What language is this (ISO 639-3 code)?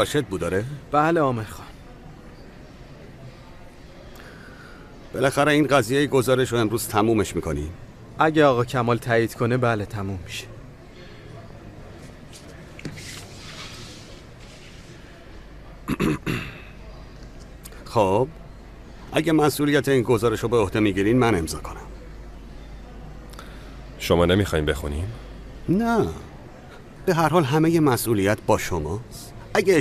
fas